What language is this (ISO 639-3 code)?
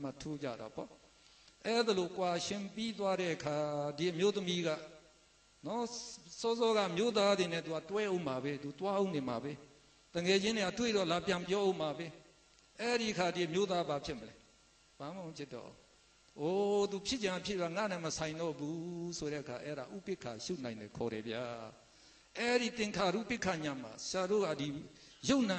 mya